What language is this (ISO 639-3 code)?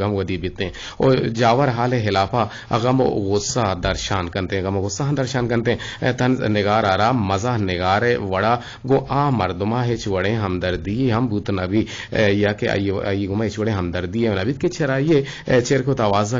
bgp